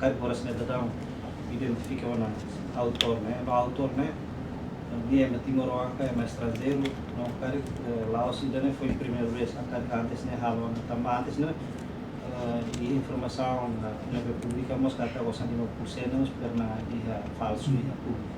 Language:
Tetum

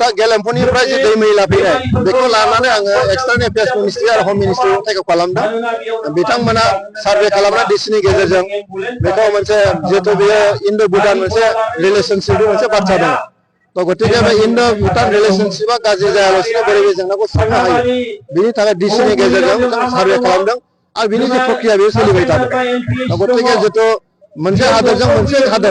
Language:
Bodo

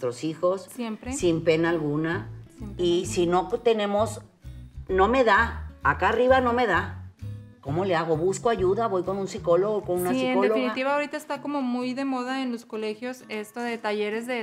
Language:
Spanish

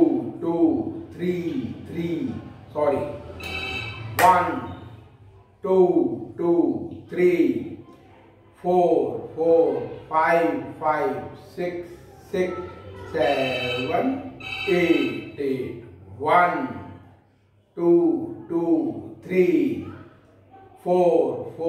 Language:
Hindi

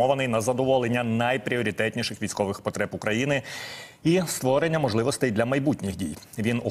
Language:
Ukrainian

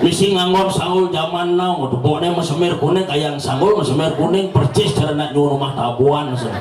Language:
Balinese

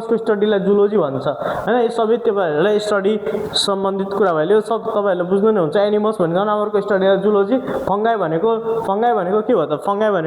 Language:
Nepali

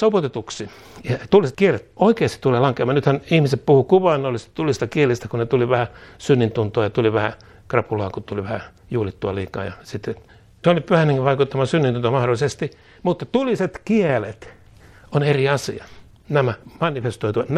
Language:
Finnish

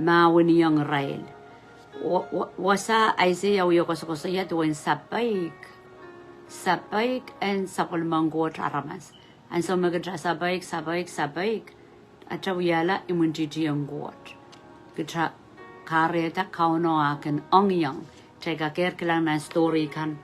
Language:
Pohnpeian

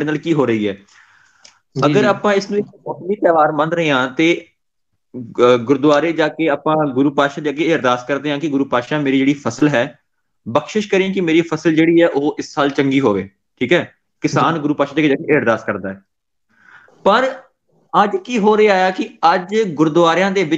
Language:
Punjabi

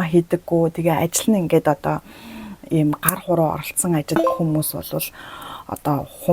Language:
Mongolian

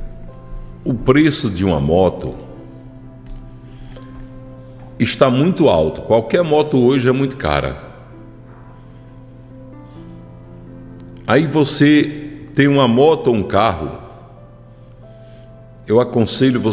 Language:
Portuguese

